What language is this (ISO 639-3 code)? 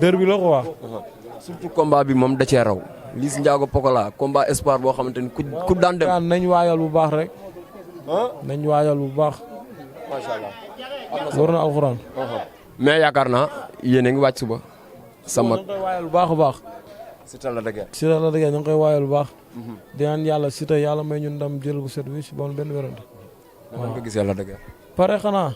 wol